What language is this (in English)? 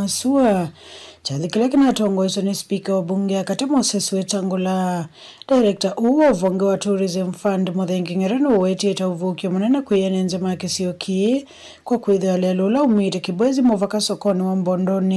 Kamba